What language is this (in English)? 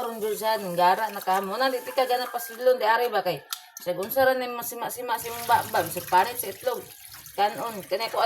Cebuano